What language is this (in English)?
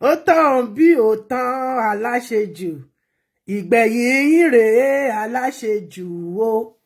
Yoruba